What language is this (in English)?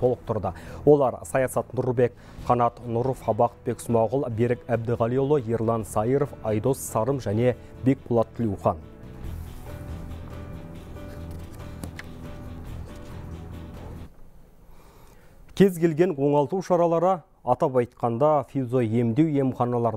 Kazakh